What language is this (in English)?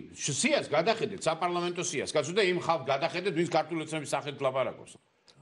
Georgian